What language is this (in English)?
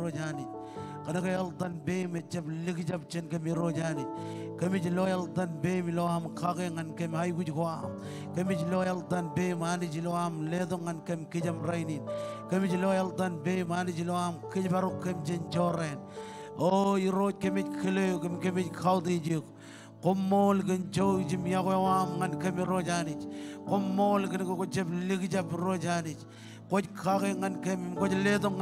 Marshallese